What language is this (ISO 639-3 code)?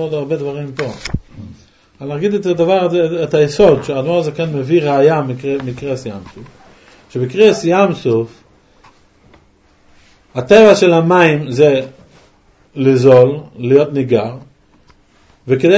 heb